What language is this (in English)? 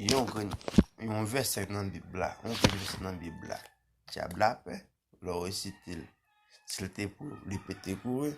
Haitian Creole